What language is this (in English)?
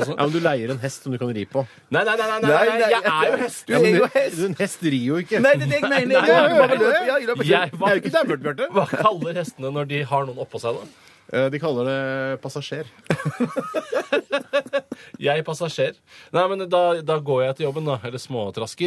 Norwegian